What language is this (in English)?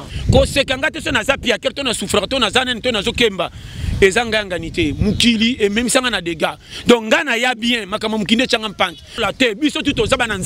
Lingala